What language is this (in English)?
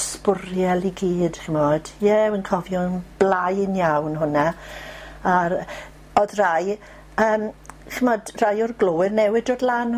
Welsh